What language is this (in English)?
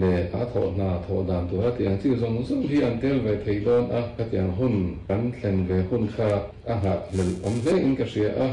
Mizo